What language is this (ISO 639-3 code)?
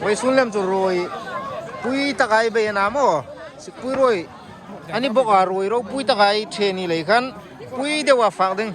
hmr